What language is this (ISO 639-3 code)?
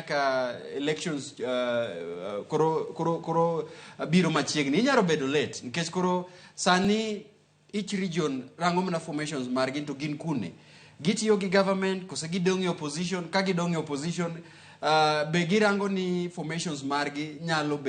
luo